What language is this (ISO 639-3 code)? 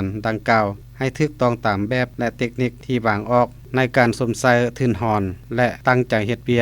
lao